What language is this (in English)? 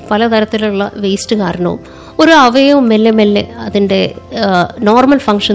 Malayalam